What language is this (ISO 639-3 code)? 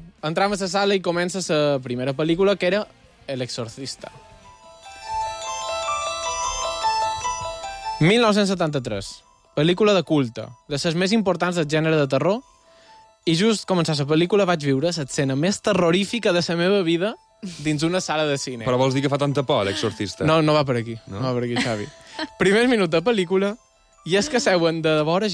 cat